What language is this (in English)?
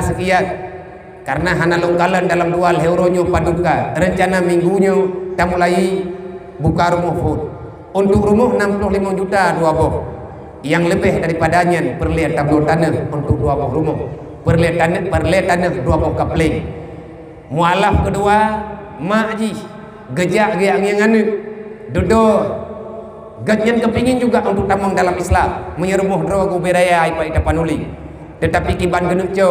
Achinese